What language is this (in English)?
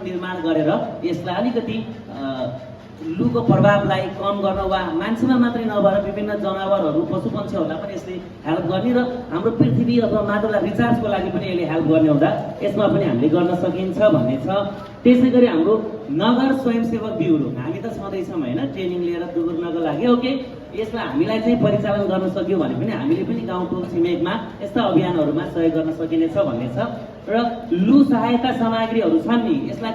Nepali